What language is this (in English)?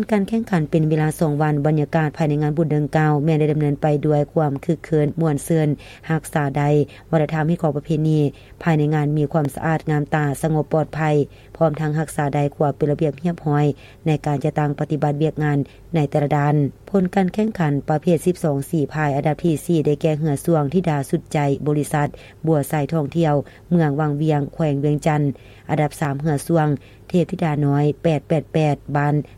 Lao